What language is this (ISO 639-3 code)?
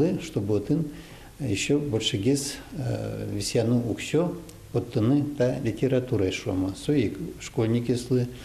udm